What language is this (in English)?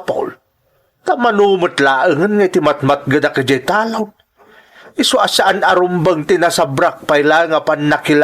Iloko